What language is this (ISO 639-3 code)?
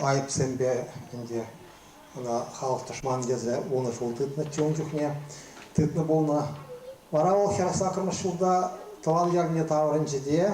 chv